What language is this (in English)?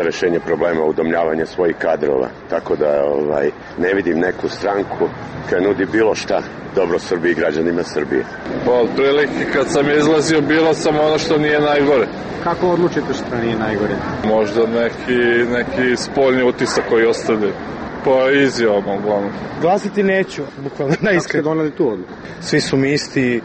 Serbian